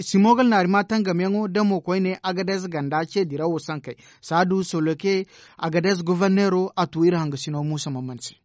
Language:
Zarma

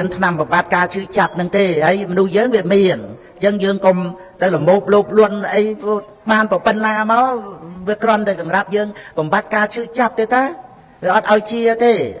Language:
Khmer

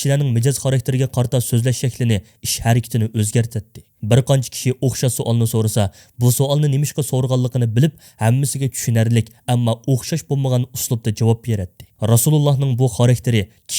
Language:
Uyghur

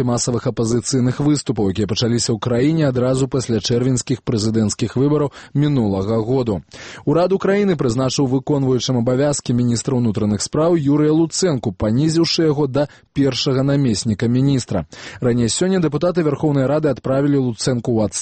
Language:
Belarusian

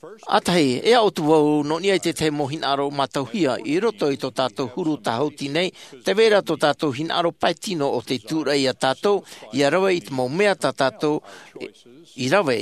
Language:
Tahitian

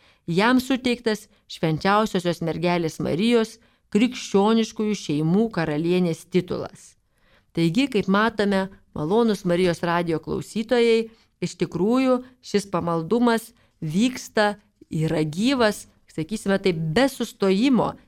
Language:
Lithuanian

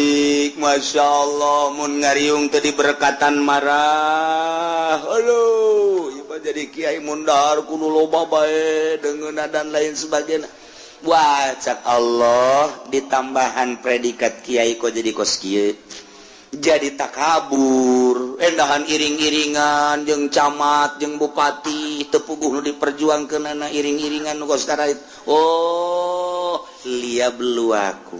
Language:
Sundanese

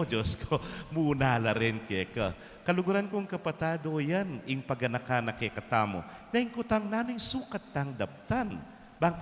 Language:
Pampanga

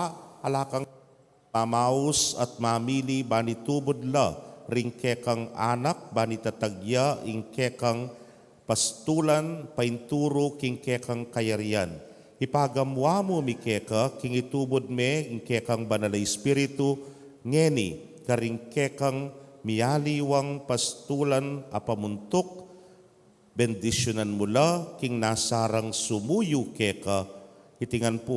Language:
Pampanga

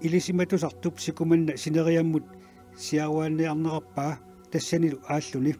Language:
Kalaallisut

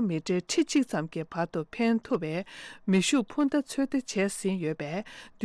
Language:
Tibetan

